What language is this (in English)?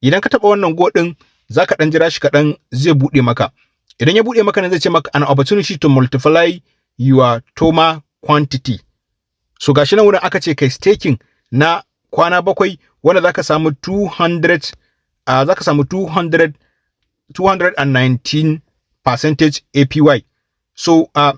Hausa